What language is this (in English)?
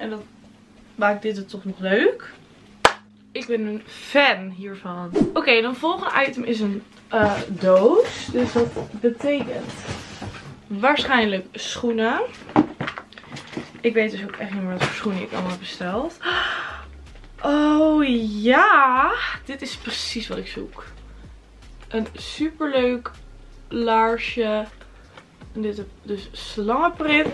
Dutch